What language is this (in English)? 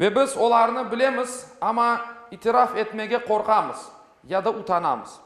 Crimean Tatar